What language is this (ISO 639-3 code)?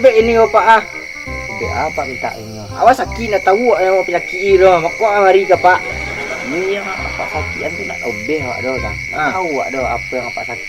min